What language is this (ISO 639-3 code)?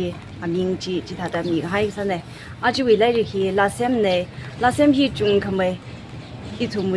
nmf